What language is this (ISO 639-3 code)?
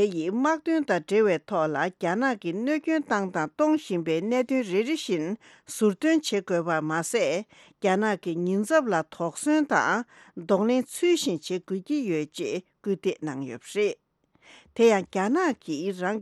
bod